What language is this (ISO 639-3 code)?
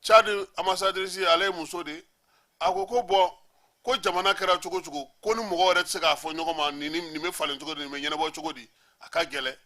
bam